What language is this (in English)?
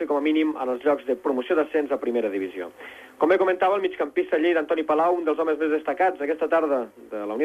Catalan